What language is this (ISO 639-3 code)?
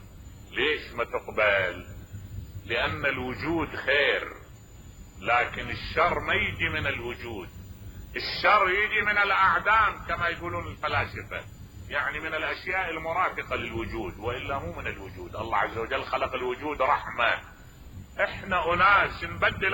acm